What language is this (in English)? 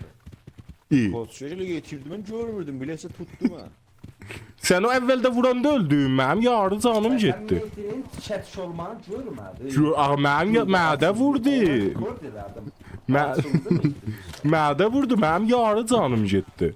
South Azerbaijani